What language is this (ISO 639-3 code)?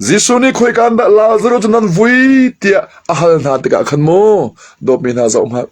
cnh